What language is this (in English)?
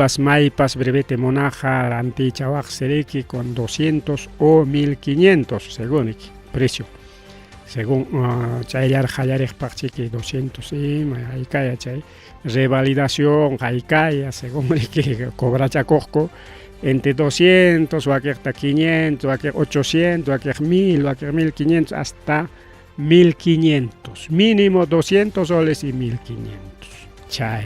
Ayacucho Quechua